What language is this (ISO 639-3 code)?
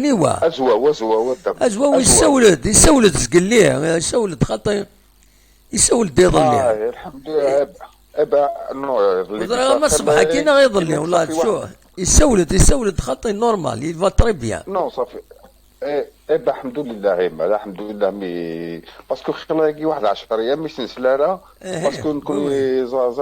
kab